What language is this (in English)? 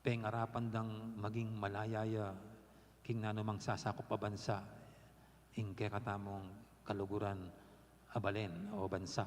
Pampanga